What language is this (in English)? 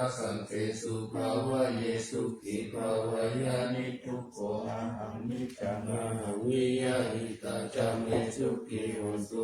Pali